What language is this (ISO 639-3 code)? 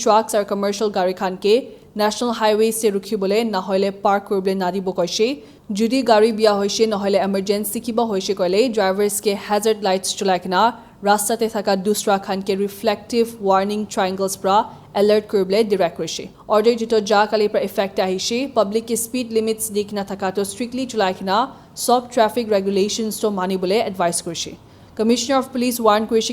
nag